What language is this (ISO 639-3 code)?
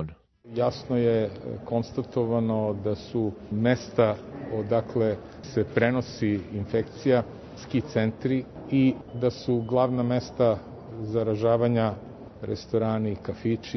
srp